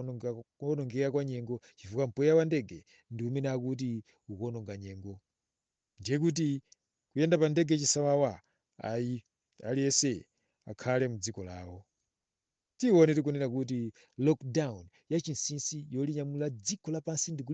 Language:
Nyanja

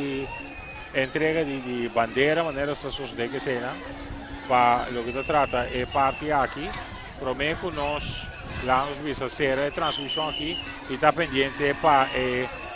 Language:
Papiamento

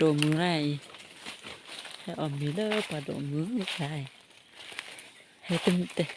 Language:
S'gaw Karen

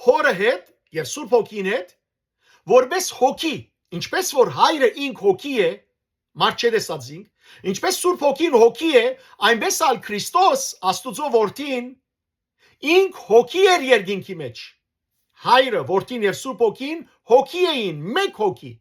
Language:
Western Armenian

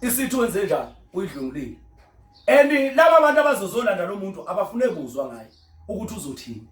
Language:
Zulu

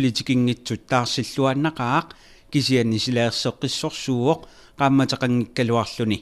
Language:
Kalaallisut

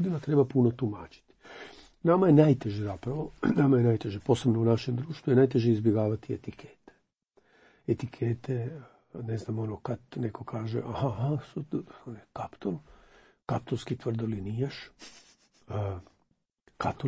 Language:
Croatian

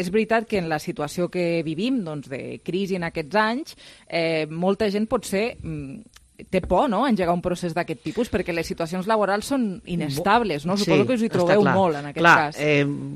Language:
Catalan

